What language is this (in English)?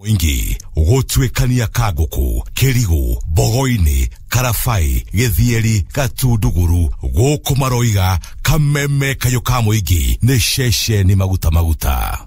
Kikuyu